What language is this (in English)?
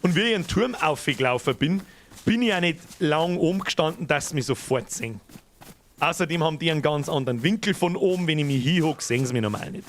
Bavarian